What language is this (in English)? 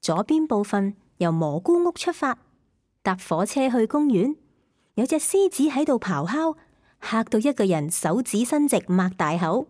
Cantonese